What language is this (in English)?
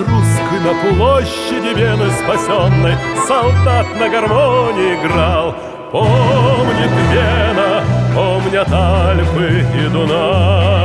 Russian